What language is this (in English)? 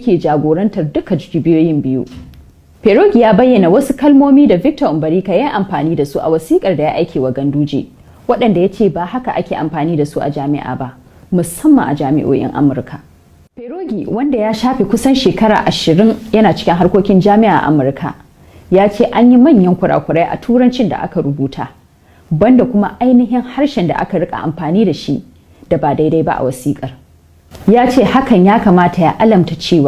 Hausa